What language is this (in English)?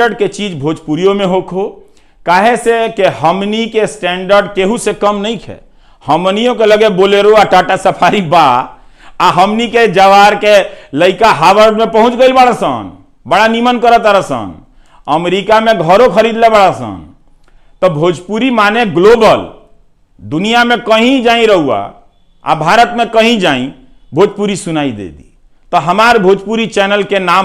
Bhojpuri